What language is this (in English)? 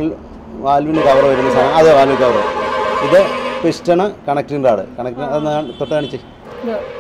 Malayalam